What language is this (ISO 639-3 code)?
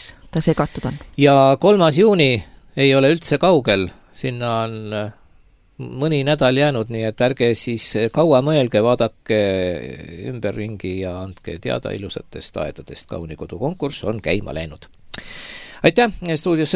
est